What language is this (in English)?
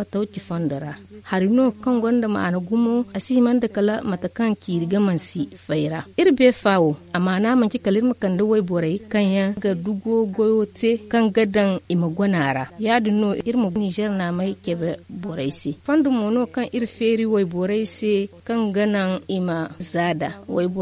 Zarma